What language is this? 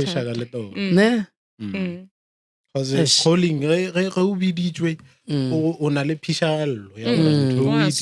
Northern Sotho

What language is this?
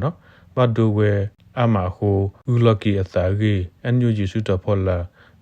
S'gaw Karen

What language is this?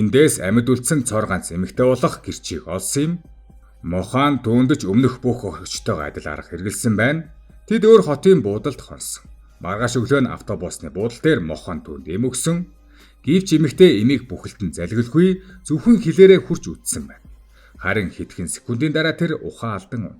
Mongolian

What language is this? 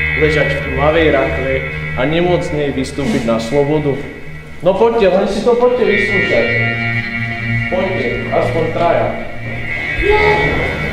Slovak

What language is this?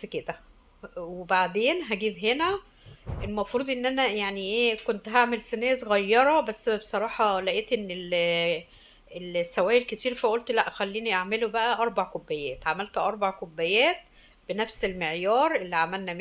Egyptian Arabic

